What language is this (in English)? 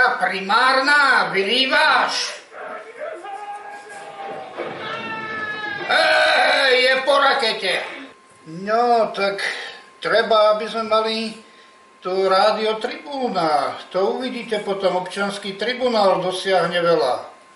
Slovak